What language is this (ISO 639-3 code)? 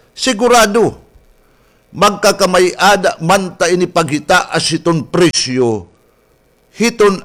war